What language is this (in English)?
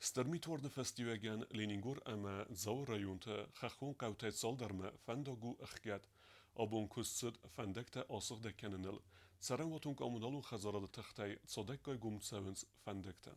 Ossetic